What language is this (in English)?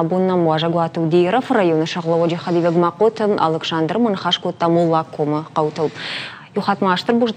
Ossetic